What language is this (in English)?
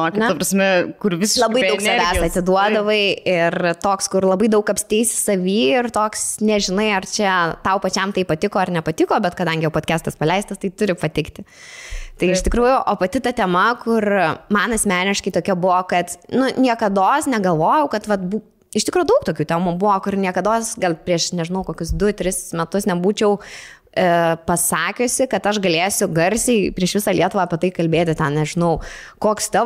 Lithuanian